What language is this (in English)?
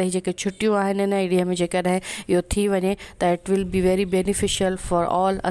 Sindhi